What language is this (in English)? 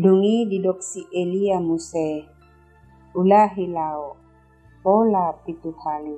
Batak Toba